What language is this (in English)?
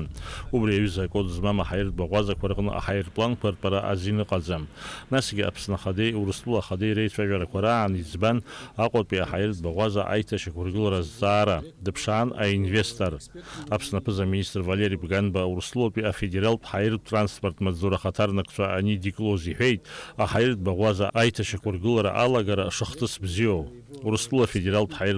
Abkhazian